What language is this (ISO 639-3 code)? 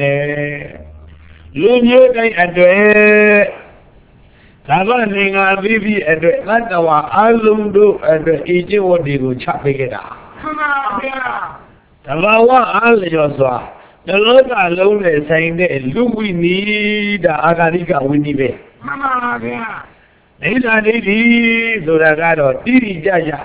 mya